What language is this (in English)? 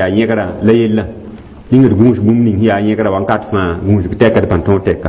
Mossi